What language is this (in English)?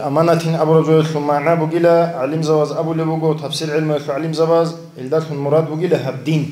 Avaric